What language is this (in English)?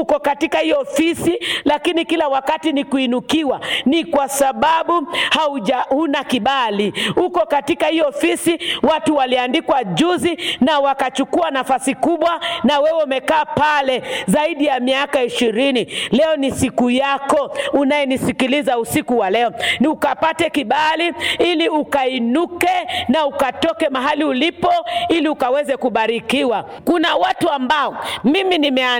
Swahili